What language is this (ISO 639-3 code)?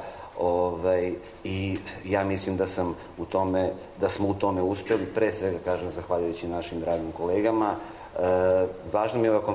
srp